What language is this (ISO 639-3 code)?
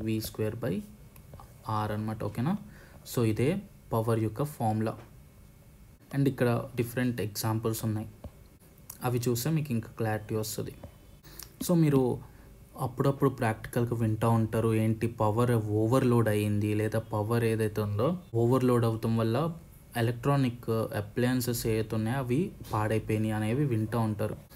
tel